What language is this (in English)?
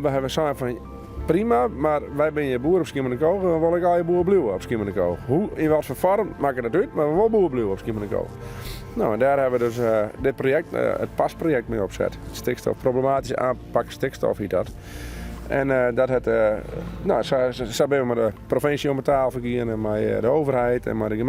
Western Frisian